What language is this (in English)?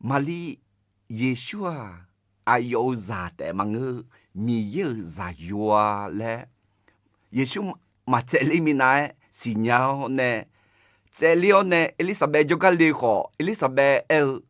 Akha